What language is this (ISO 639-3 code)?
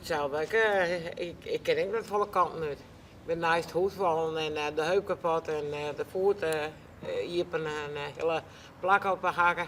fry